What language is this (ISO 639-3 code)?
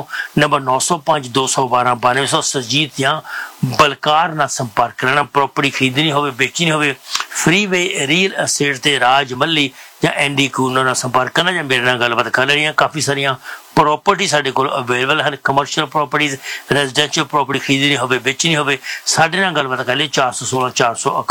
pan